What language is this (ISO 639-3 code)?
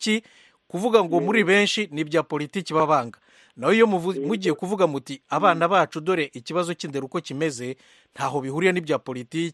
kin